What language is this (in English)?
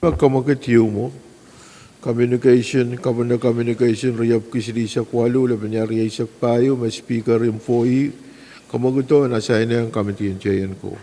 Pohnpeian